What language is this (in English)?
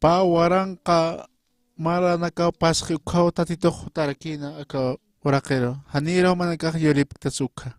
Aymara